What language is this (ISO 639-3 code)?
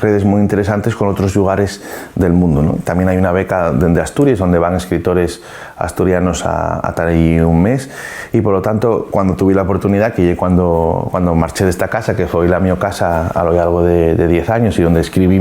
ast